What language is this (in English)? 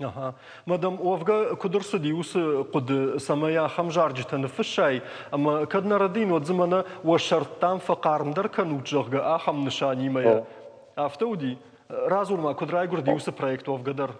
Ossetic